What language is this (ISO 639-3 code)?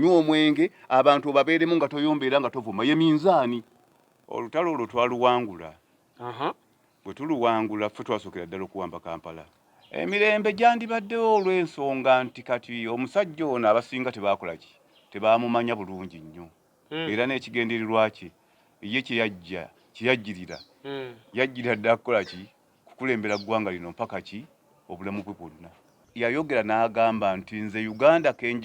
lug